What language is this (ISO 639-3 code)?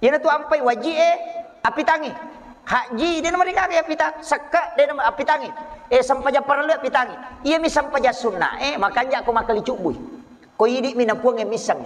bug